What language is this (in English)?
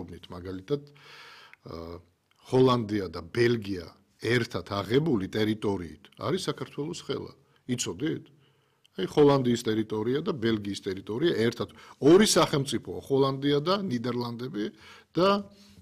Georgian